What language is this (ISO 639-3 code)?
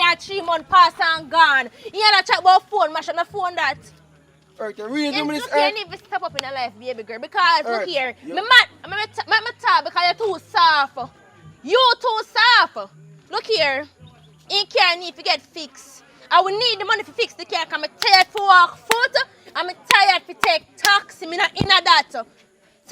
jam